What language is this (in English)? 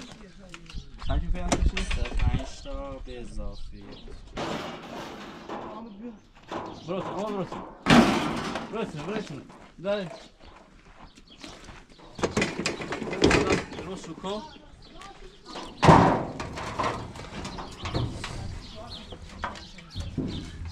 Persian